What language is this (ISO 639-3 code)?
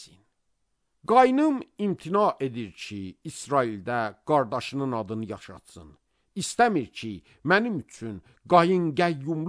aze